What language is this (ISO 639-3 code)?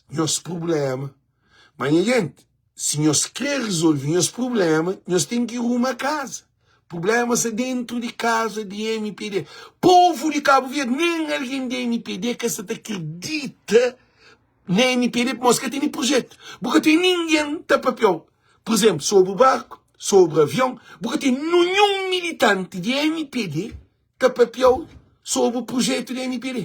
kea